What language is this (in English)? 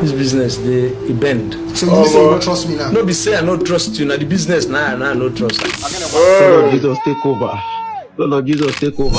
Nigerian Pidgin